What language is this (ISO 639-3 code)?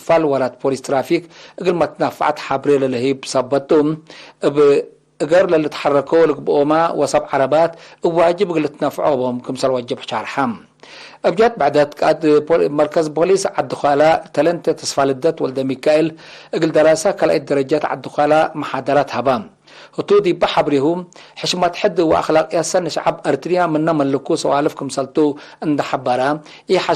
tig